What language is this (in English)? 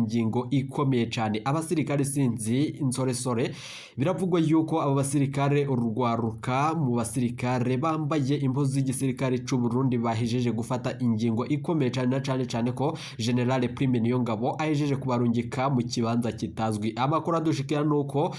Rundi